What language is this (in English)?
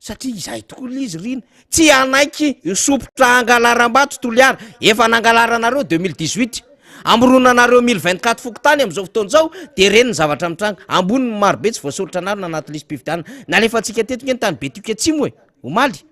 Malagasy